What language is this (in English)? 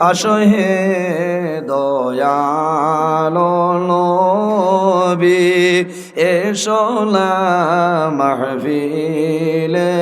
Sylheti